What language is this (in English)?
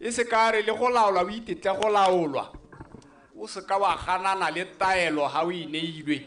Tswana